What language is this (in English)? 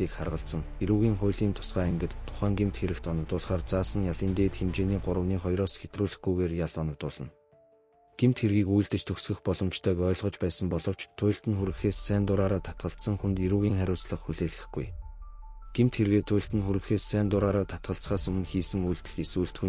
Mongolian